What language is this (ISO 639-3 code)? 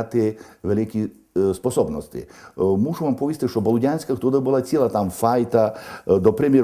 rue